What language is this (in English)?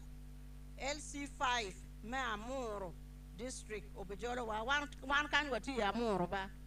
Acoli